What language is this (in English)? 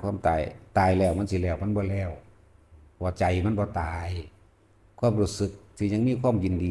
Northeastern Thai